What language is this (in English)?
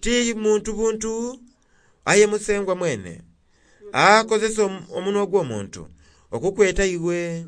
Soga